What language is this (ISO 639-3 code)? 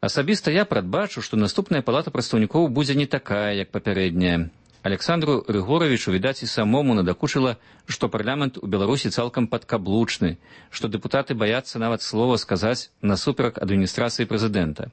bel